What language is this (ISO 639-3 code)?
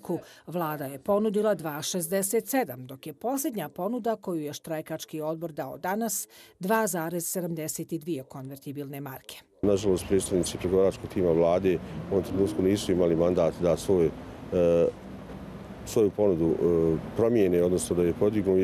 bos